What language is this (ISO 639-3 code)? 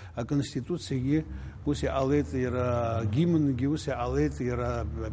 abk